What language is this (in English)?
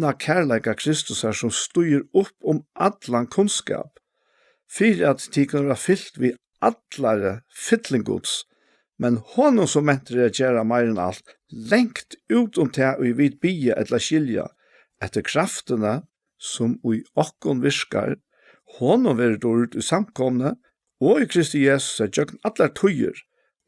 Faroese